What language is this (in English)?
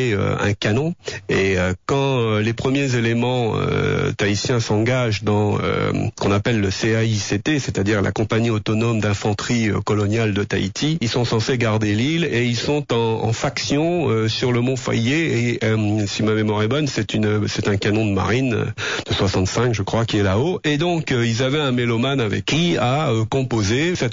French